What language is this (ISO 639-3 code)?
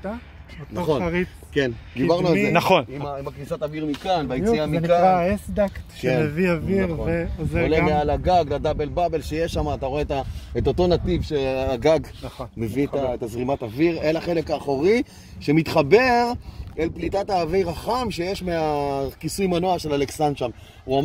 heb